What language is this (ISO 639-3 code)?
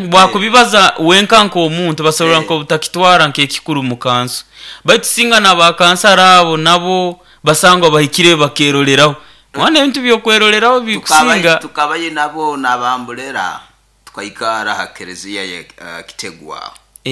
nyo